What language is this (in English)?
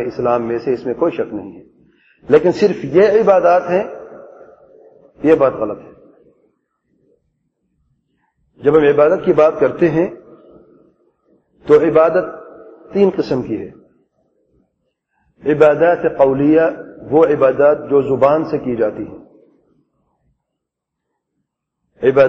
Urdu